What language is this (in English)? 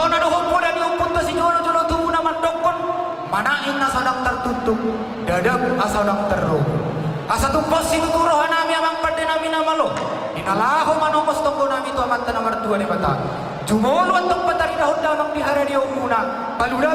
Batak Toba